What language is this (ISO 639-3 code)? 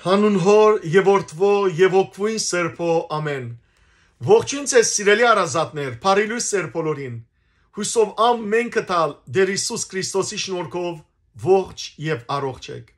hyw